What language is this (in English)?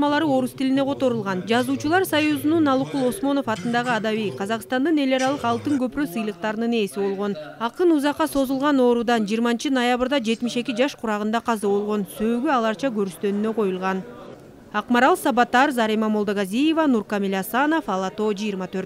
Kyrgyz